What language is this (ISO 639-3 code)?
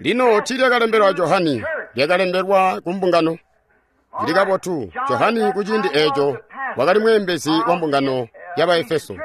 toi